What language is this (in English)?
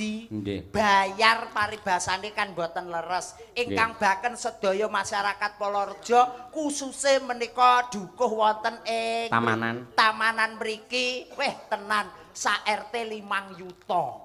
Javanese